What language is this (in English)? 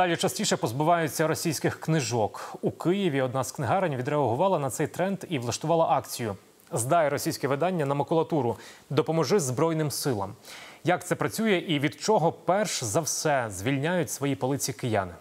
Ukrainian